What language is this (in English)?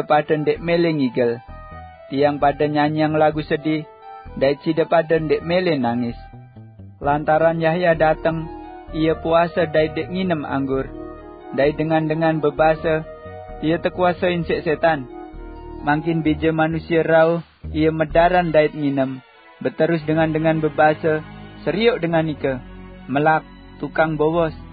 Sasak